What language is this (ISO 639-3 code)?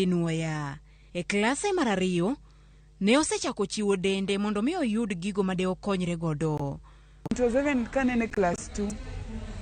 luo